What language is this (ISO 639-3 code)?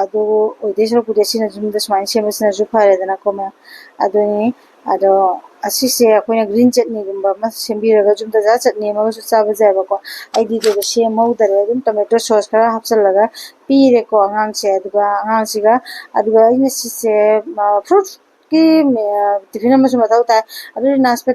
mni